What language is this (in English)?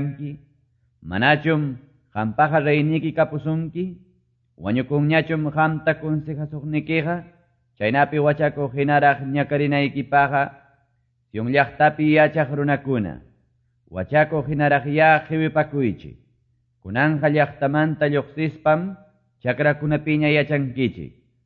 Quechua